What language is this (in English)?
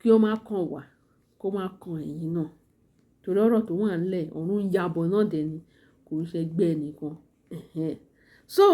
Yoruba